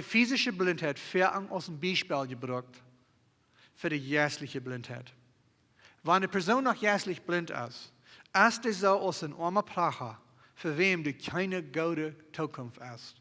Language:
Plautdietsch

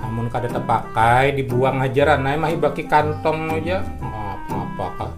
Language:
Banjar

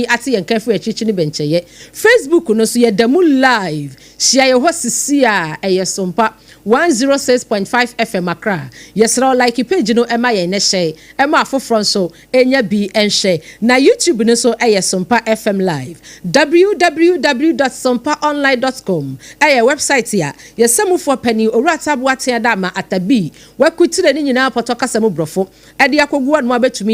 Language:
Akan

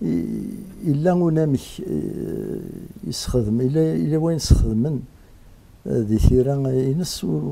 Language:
Kabyle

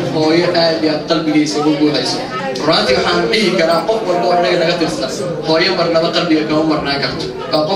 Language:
Somali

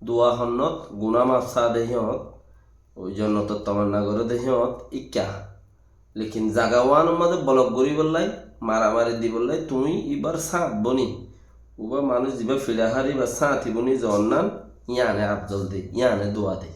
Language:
Rohingya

